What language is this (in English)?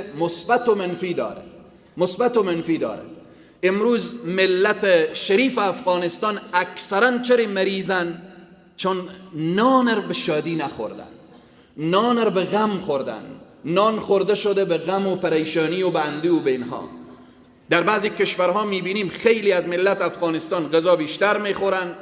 Persian